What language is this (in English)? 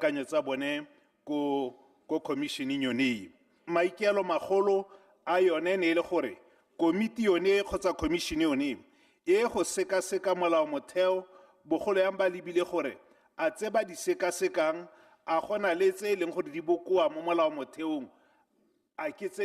Tswana